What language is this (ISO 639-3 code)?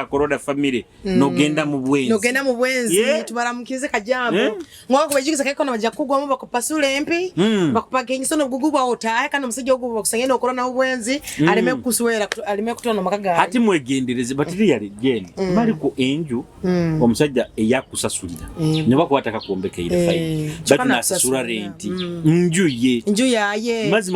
nyo